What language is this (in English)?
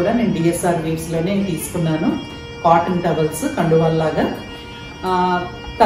Telugu